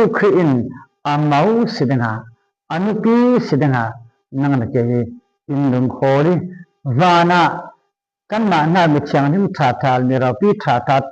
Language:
Falam Chin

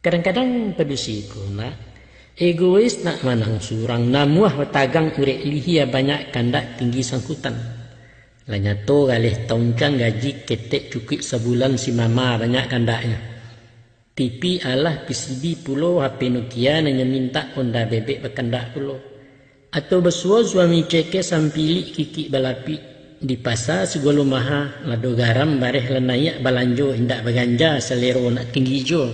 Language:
Minangkabau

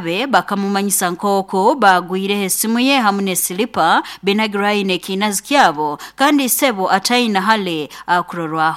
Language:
Nyoro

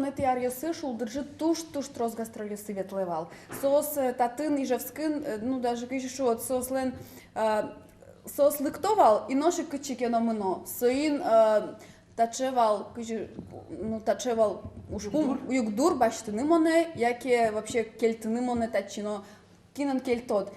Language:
Udmurt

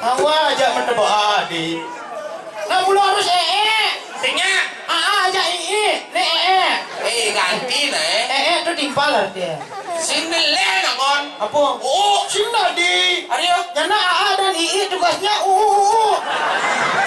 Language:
Balinese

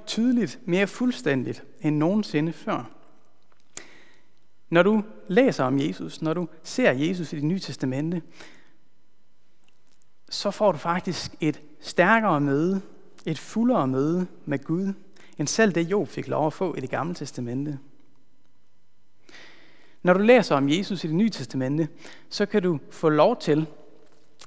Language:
Danish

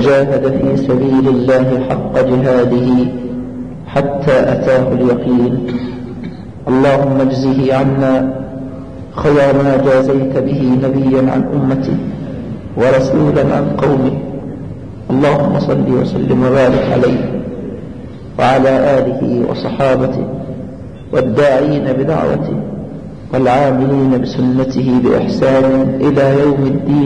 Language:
Arabic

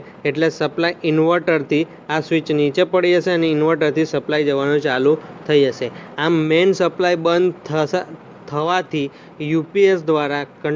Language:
Gujarati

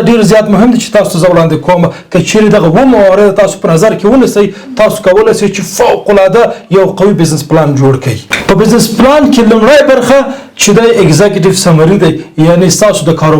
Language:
Pashto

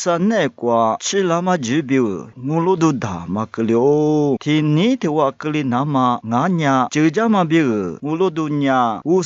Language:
Lisu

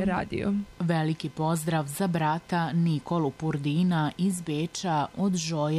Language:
Serbian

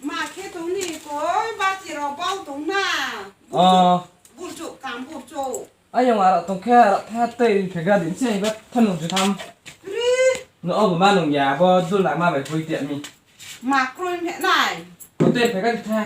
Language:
Riang (India)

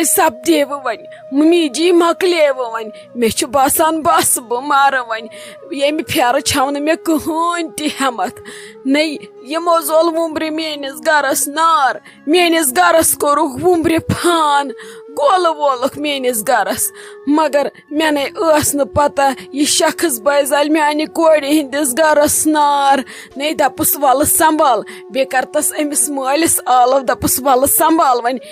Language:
Kashmiri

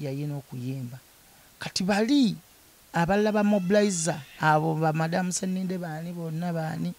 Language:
Ganda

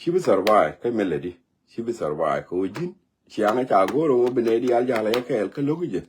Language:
Nuer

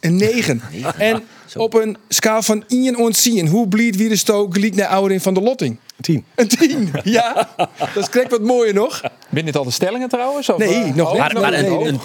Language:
Western Frisian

